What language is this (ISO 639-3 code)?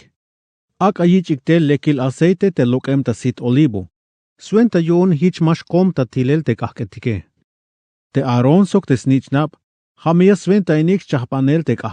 tzh